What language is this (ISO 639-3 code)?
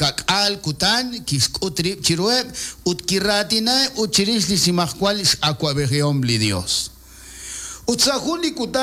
kek